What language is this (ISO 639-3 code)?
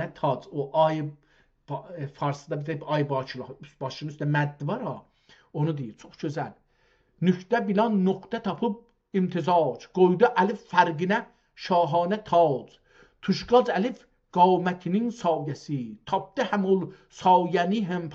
azb